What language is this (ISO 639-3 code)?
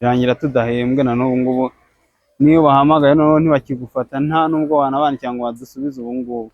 kin